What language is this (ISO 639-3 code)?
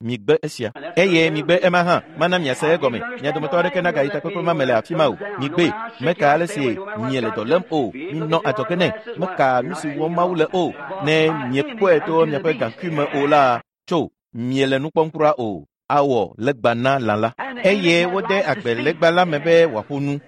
ewe